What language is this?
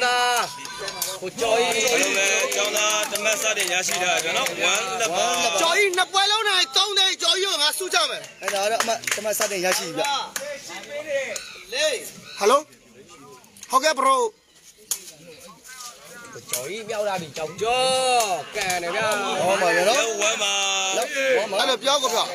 Burmese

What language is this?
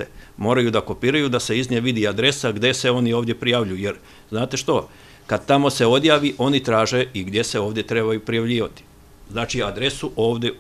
Serbian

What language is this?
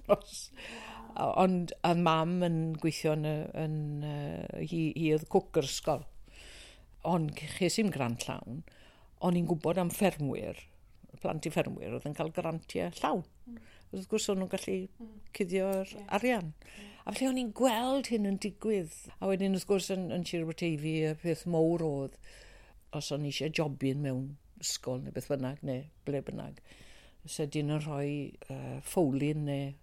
Welsh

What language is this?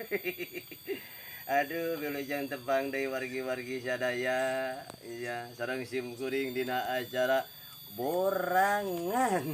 Sundanese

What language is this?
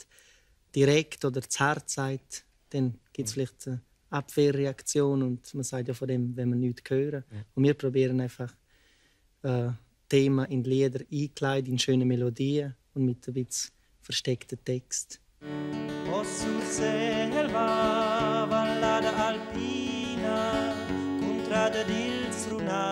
Romansh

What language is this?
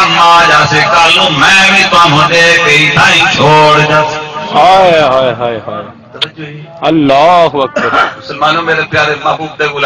Saraiki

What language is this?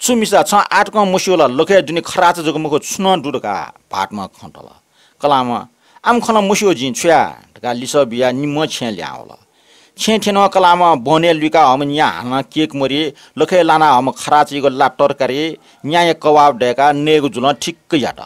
Newari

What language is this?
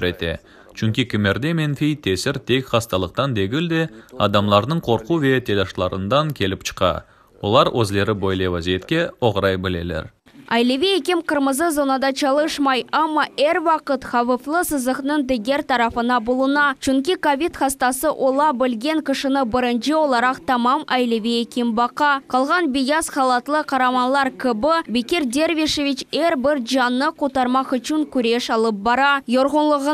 Crimean Tatar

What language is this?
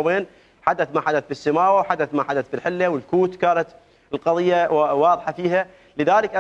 Mesopotamian Arabic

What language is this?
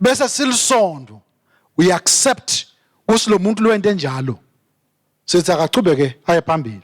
Swati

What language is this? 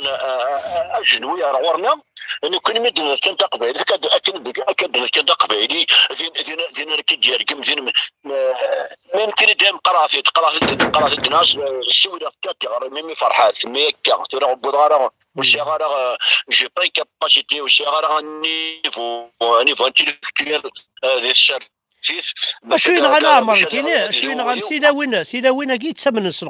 Kabyle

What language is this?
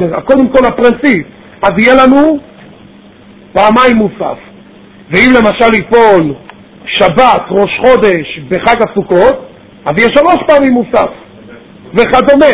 Hebrew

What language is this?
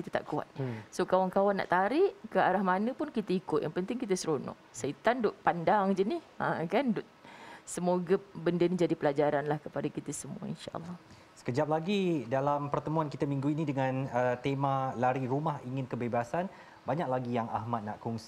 Malay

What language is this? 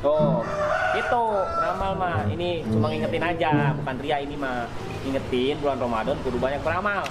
Betawi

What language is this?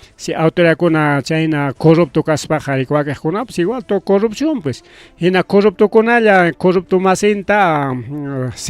Ayacucho Quechua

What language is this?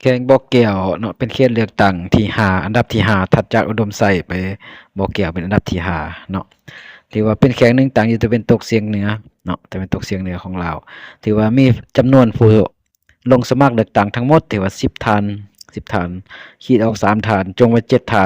Lao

